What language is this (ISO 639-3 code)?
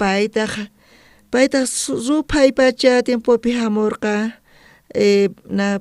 quh